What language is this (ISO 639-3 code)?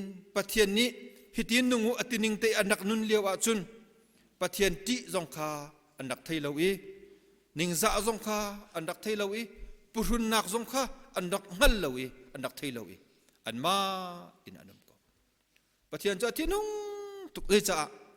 cnh